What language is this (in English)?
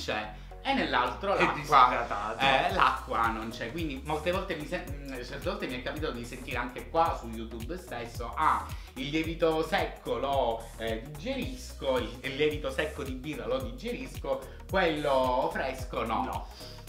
Italian